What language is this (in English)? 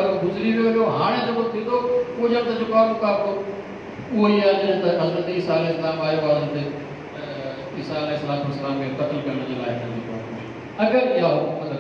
Sindhi